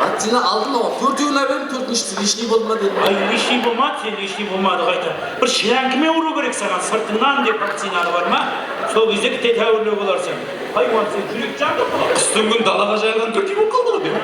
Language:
Kara-Kalpak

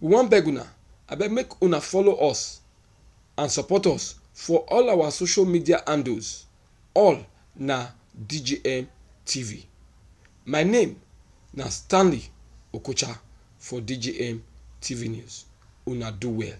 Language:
Nigerian Pidgin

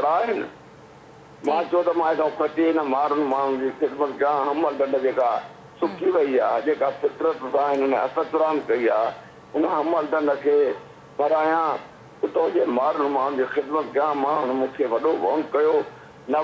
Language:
Sindhi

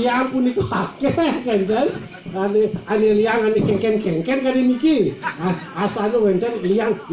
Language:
Balinese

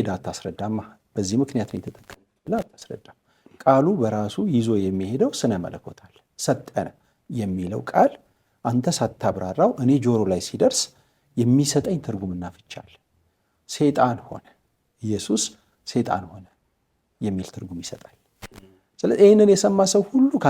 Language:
Amharic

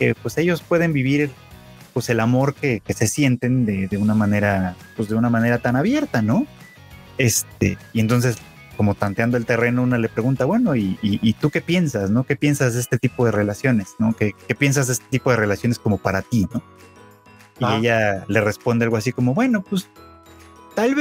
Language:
Spanish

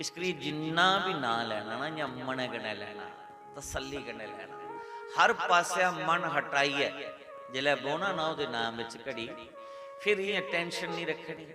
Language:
Dogri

